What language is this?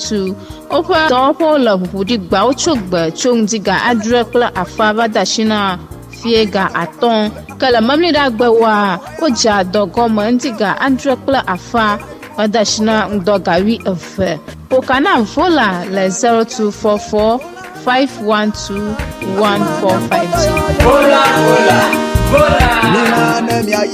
Ewe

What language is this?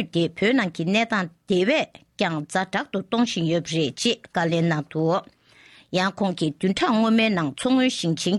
Tibetan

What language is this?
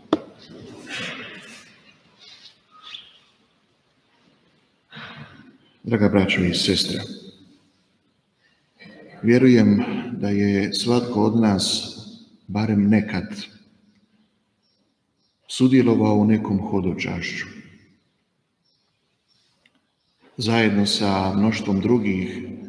Croatian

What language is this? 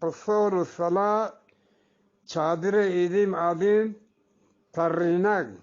Eastern Balochi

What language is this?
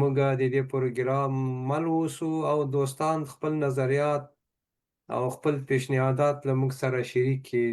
Pashto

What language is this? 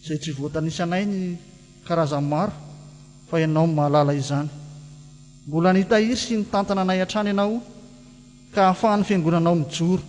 Malagasy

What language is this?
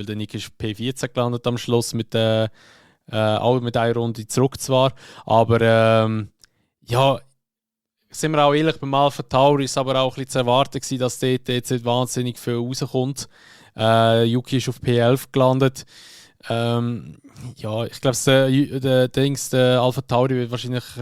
Swiss German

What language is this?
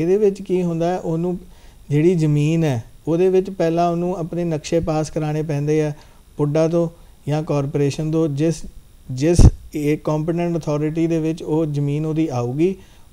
Punjabi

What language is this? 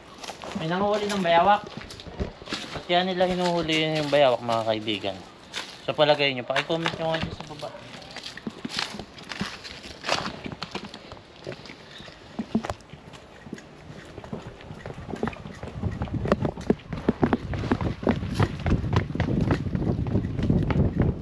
Filipino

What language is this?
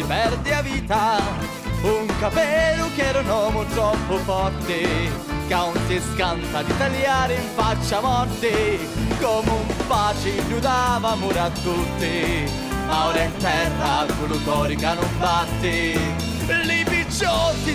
Sicilian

